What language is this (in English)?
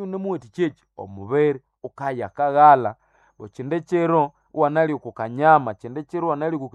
Nande